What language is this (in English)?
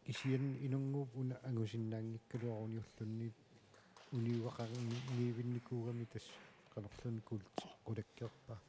Kalaallisut